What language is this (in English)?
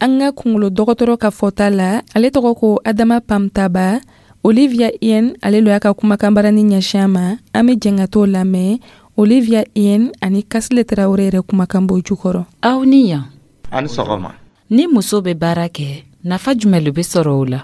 Dyula